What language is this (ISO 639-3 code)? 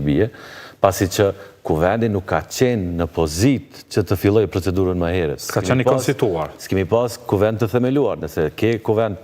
sqi